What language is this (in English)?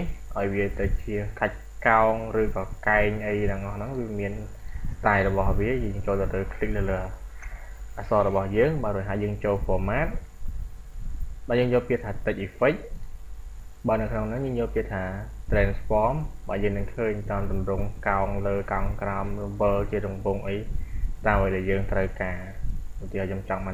Khmer